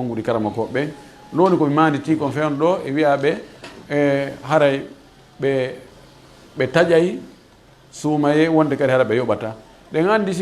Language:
Fula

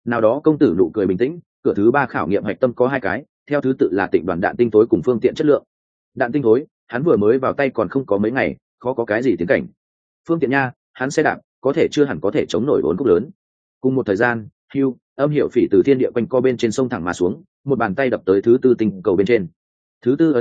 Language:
Vietnamese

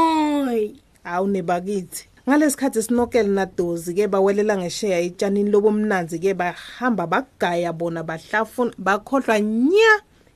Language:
Swati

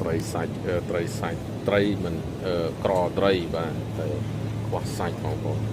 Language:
Khmer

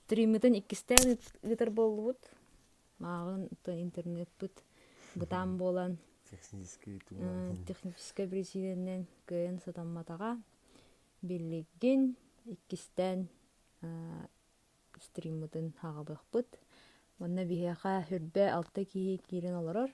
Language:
Yakut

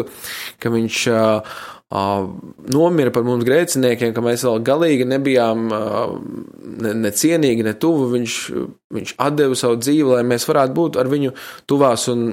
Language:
Latvian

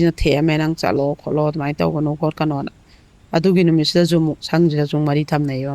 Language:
Manipuri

